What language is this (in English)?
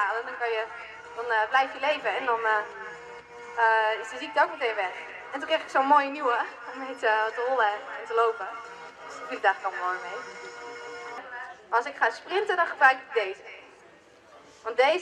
Dutch